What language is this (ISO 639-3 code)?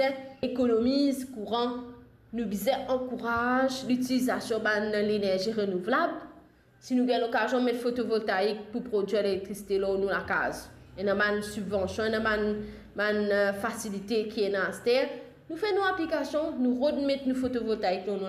mfe